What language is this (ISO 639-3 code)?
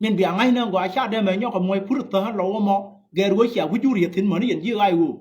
nus